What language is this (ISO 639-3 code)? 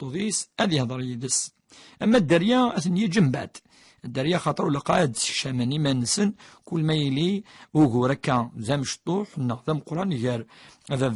kab